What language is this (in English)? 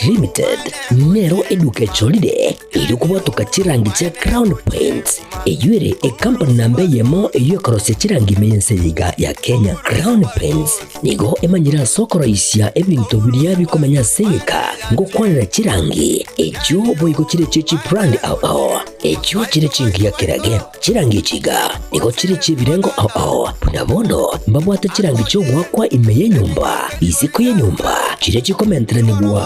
Gusii